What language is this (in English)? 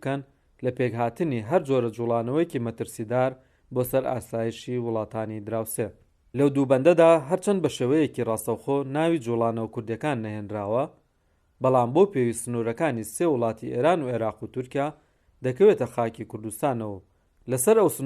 Central Kurdish